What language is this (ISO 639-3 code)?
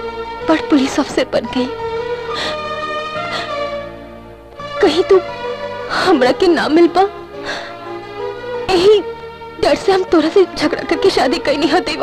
bho